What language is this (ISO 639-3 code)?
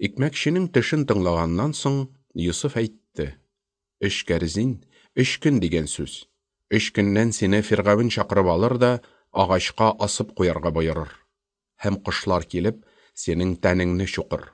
tat